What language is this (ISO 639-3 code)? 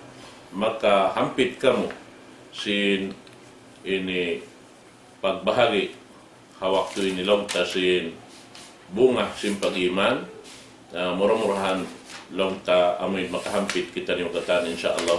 tsg